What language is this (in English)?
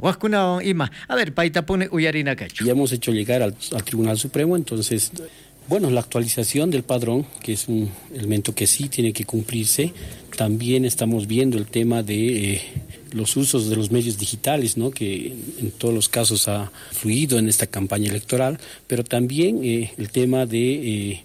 South Bolivian Quechua